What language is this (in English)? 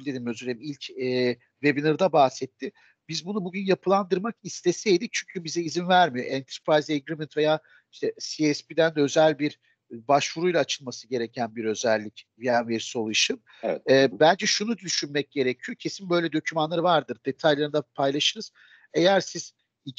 Turkish